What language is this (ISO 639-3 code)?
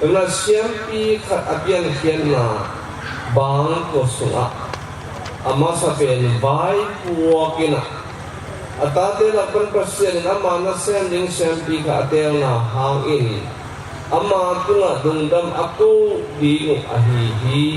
ctd